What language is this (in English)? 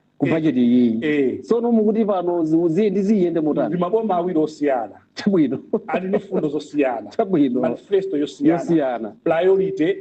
Nyanja